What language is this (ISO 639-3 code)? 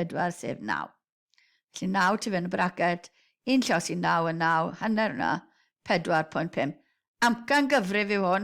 cym